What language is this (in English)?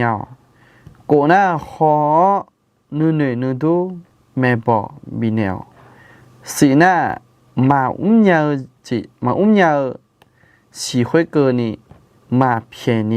Akha